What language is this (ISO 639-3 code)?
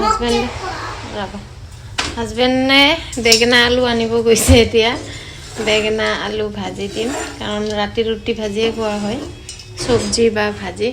asm